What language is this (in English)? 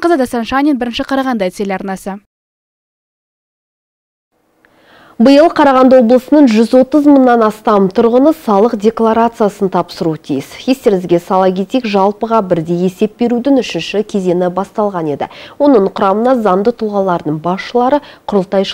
Kazakh